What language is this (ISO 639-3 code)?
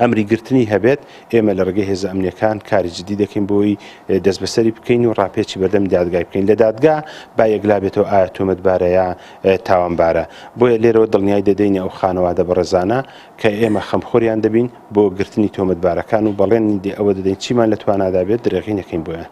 ckb